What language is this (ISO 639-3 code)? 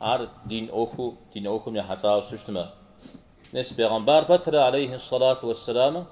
kbd